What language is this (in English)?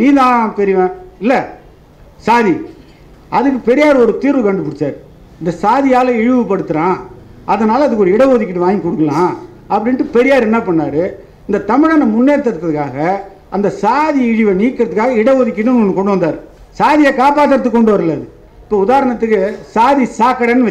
Tamil